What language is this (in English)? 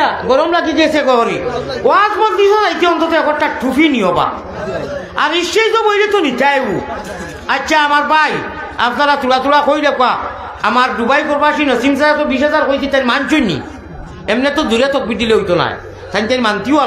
Sylheti